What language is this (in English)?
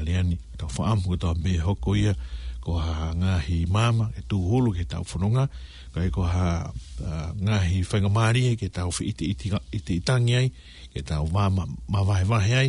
Tongan